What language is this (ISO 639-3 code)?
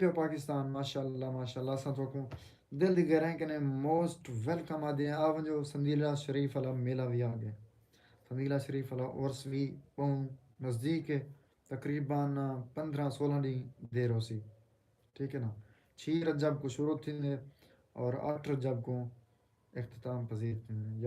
skr